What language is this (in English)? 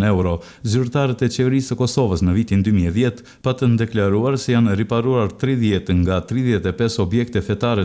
Albanian